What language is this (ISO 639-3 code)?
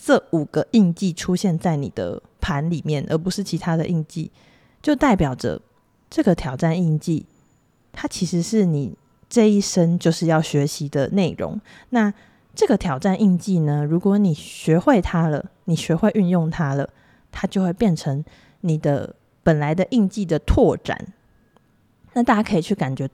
zho